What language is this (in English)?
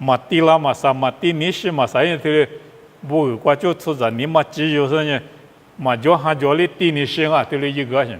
Lisu